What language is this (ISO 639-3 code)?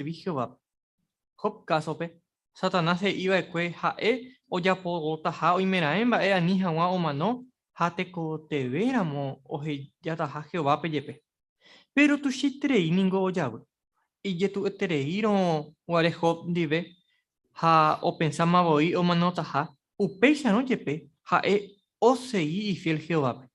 grn